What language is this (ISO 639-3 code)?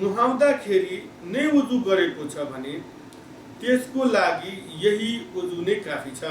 nep